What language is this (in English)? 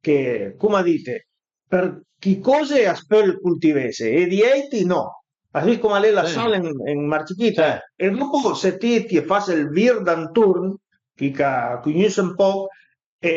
Piedmontese